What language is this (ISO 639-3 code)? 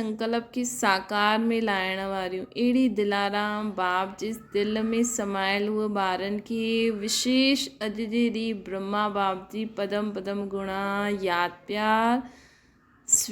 snd